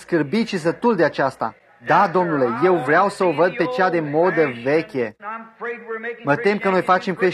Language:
Romanian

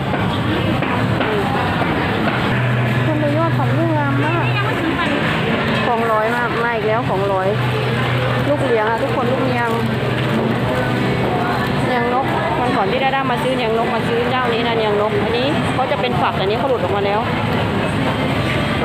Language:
Thai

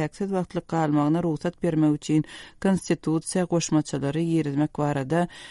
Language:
Turkmen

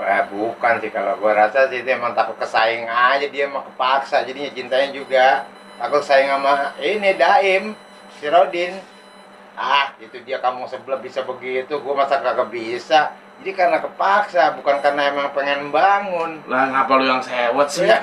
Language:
Betawi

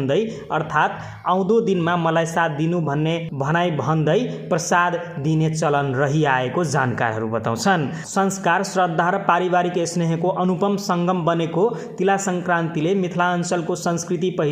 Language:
Nepali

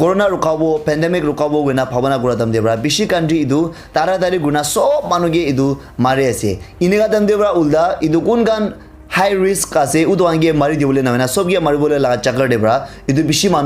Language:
Naga Pidgin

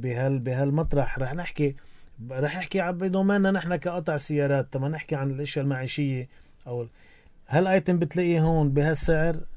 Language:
North Levantine Arabic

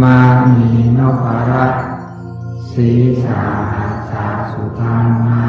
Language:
Pali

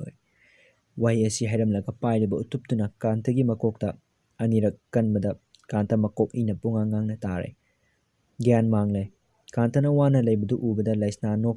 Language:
Manipuri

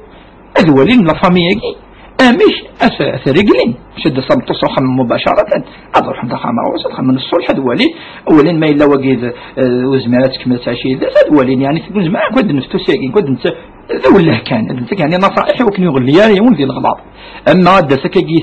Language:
Kabyle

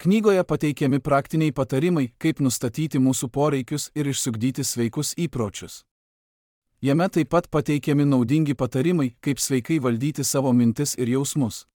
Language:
Lithuanian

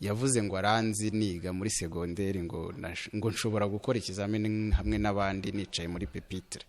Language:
Kinyarwanda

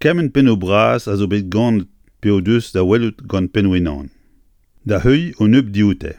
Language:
Breton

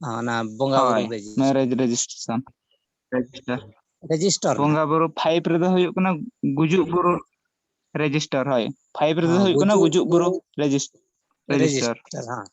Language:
Santali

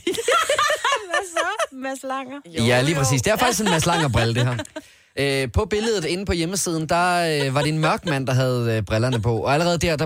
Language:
Danish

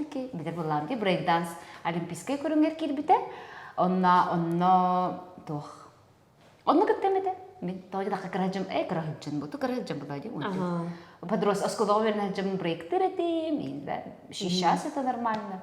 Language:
Yakut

